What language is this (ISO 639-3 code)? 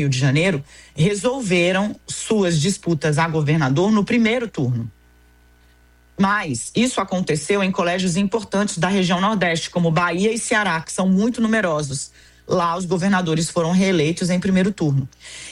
por